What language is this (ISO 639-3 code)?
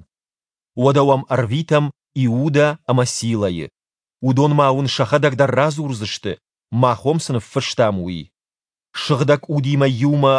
oss